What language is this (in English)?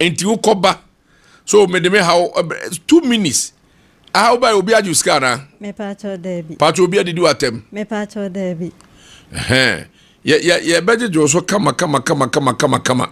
Akan